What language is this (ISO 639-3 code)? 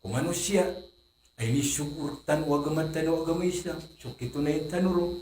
mrw